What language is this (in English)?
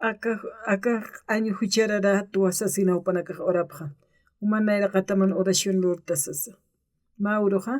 Aymara